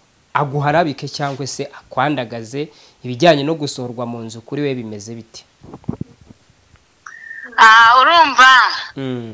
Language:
Kinyarwanda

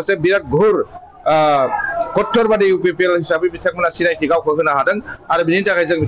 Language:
Bodo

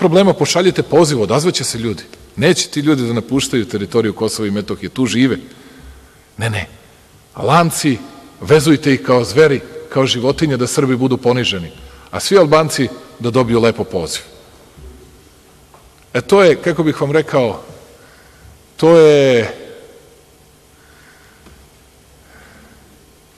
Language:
Serbian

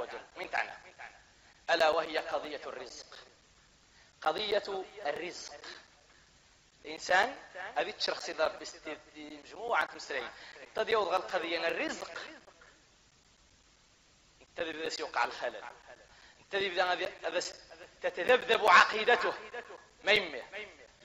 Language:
Arabic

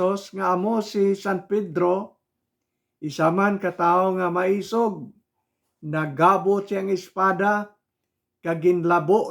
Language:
Hiligaynon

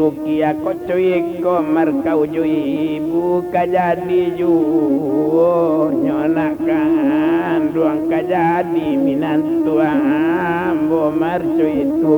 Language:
Minangkabau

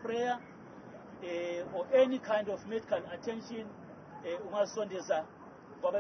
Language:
Zulu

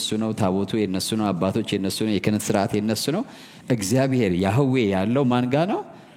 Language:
Amharic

